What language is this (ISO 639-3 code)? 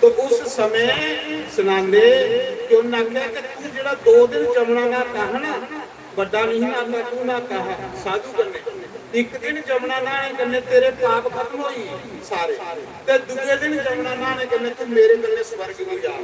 doi